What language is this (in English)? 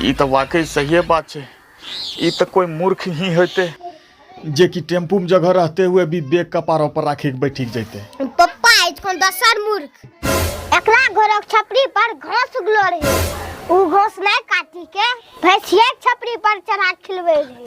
Angika